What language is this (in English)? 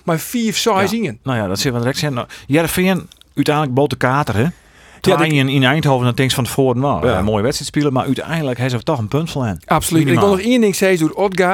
Western Frisian